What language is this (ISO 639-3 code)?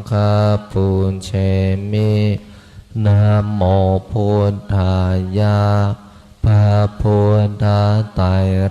pli